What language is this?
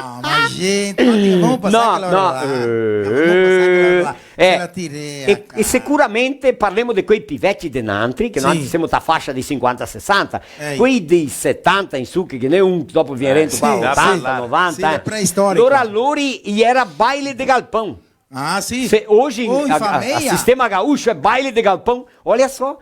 Venetian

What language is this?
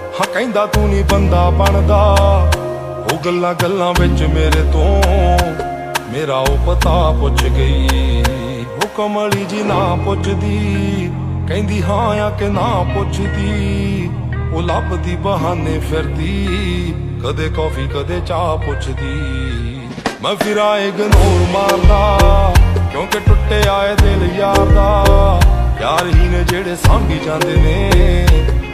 Punjabi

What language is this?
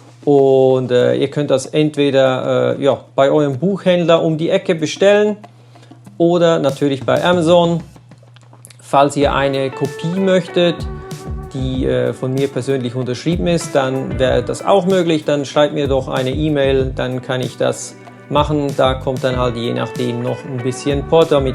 Swiss German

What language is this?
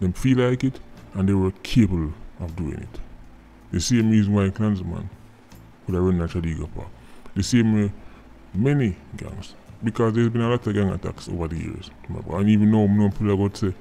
Jamaican Creole English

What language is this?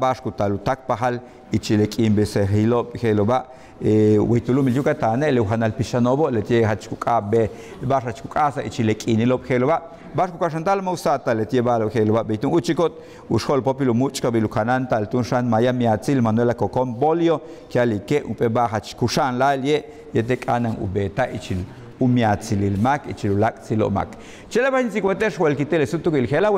Yucateco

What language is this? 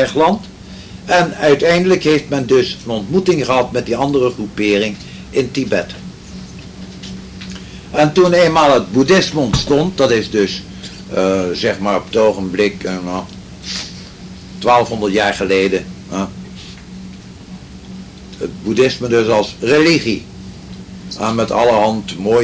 Dutch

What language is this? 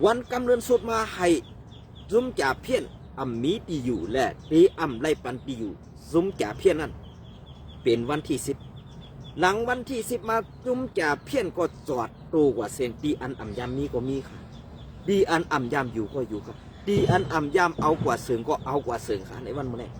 Shan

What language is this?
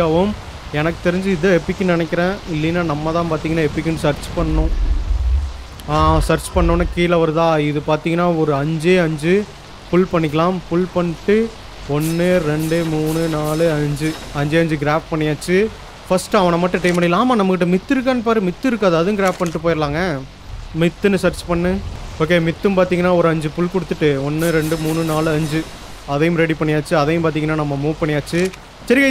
Tamil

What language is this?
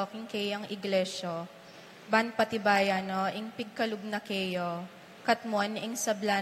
Pampanga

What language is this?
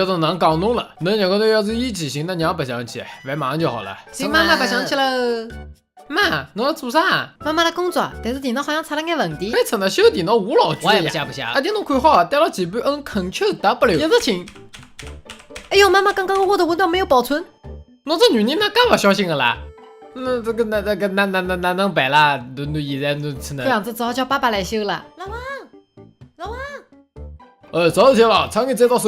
Wu Chinese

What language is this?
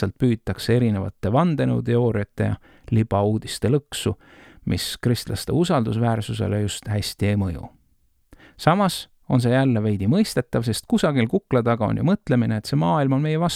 Estonian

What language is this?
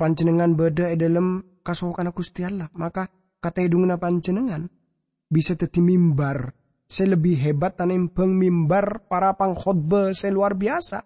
Madurese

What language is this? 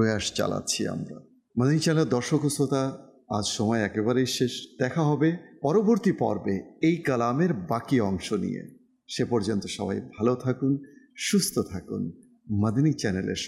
Bangla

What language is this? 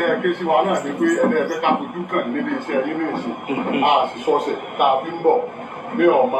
Yoruba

